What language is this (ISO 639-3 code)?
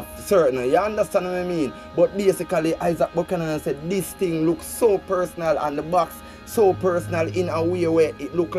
jam